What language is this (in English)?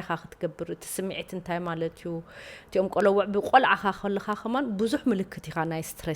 Tigrinya